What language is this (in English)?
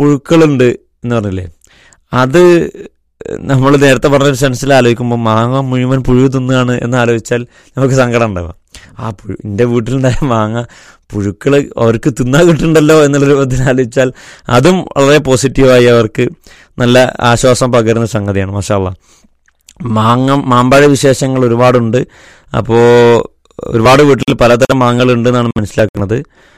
Malayalam